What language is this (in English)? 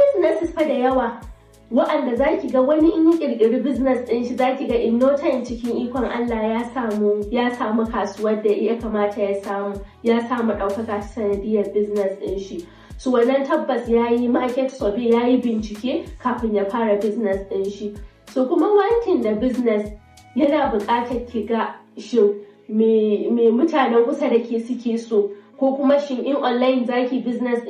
Hausa